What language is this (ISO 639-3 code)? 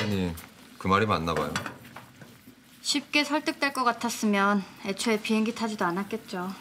kor